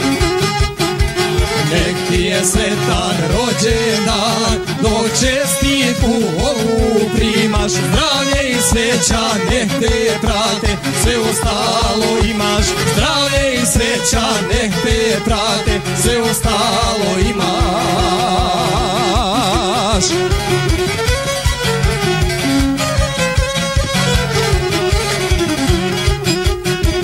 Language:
Croatian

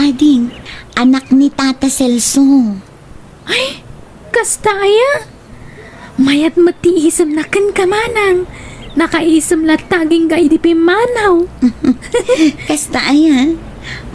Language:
Iloko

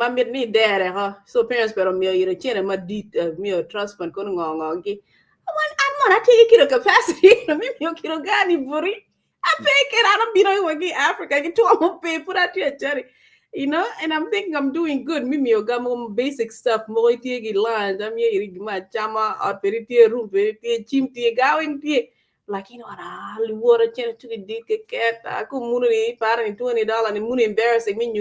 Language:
Acoli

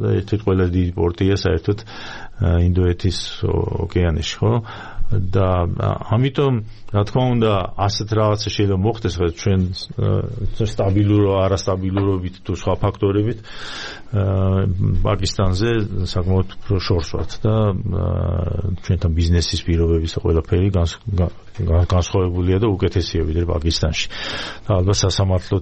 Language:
Georgian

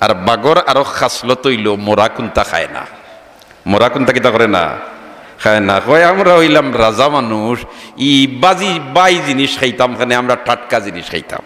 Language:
Sylheti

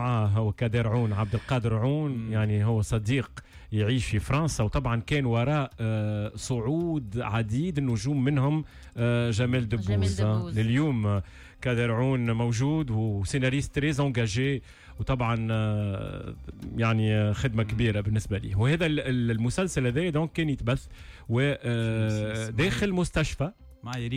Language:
Tunisian Arabic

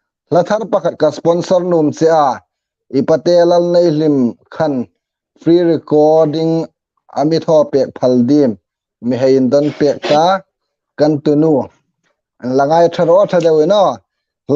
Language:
Hmar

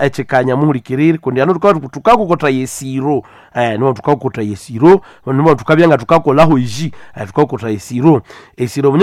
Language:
Nande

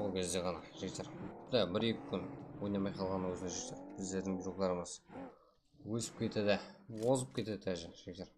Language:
Kara-Kalpak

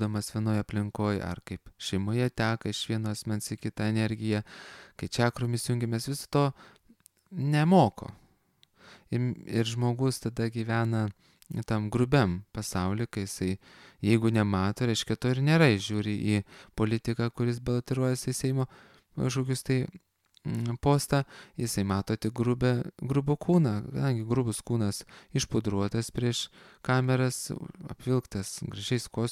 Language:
Lithuanian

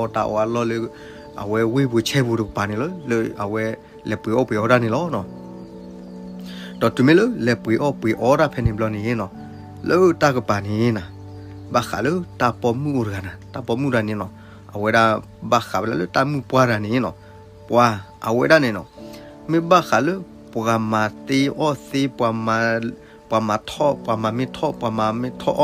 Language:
S'gaw Karen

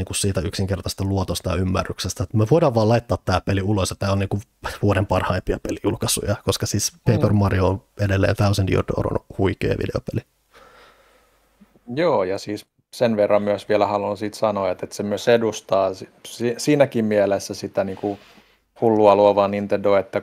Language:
Finnish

